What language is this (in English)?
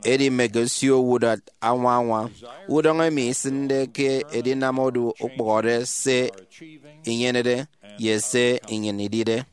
Efik